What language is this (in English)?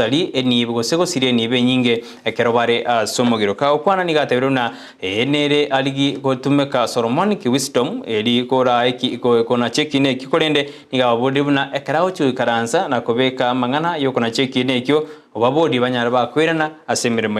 Gusii